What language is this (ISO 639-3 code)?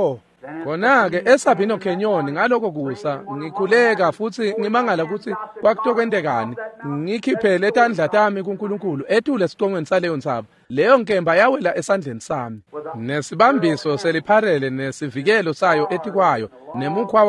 ssw